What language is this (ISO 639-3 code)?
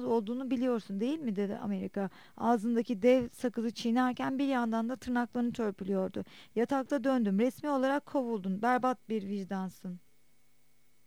tur